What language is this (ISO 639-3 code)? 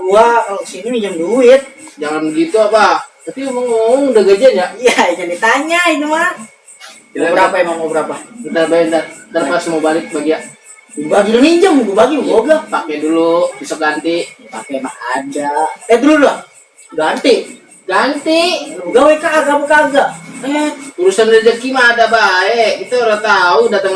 bew